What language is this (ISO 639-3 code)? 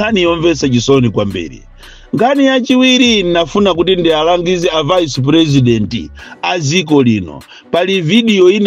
nya